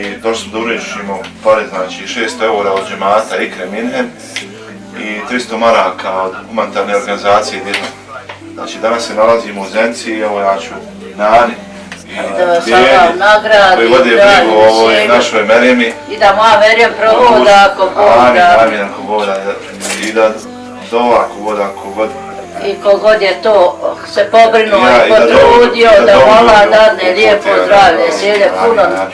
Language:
Bosnian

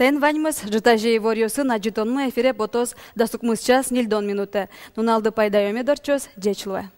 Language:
Udmurt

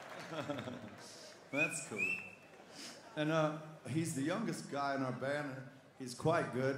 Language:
English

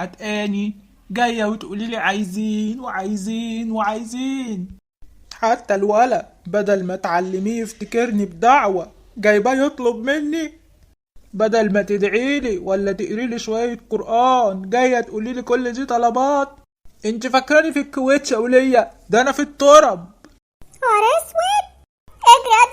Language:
Egyptian Arabic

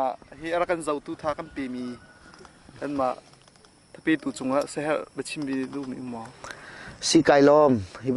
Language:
Hakha Chin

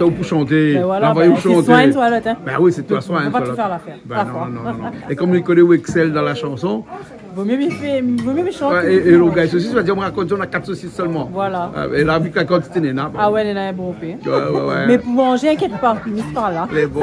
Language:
Réunion Creole French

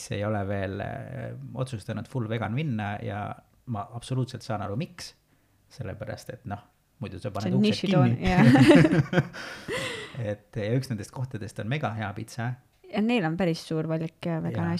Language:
Estonian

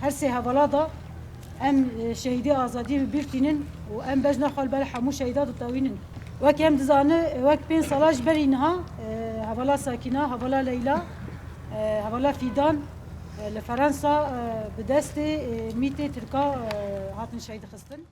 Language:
Kurdish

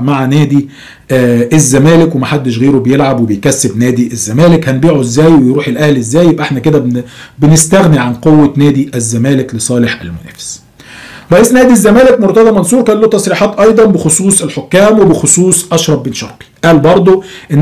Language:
Egyptian Arabic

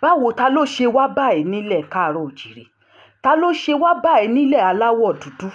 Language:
Yoruba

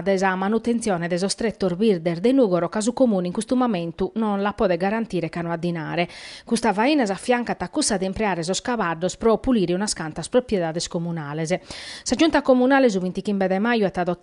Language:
Sardinian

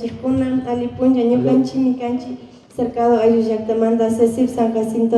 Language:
Imbabura Highland Quichua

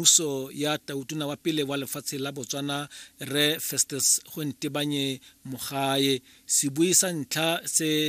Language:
Tswana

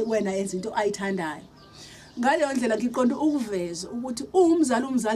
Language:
Zulu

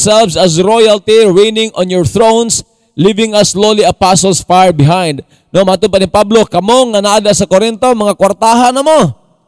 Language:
Cebuano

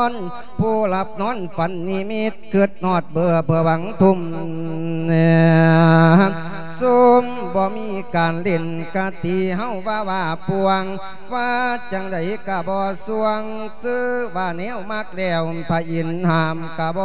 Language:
Lao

